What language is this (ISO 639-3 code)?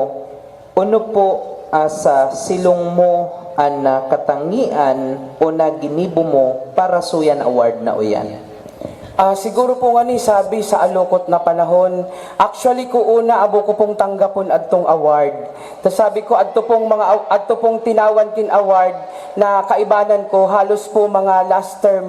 bik